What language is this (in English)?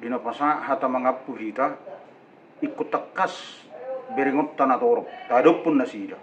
Batak Toba